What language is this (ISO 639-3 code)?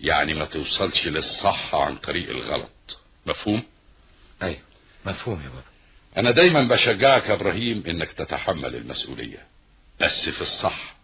arz